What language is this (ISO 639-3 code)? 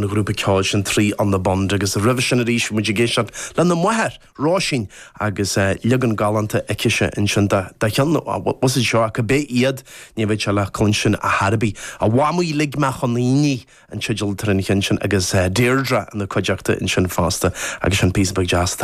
gle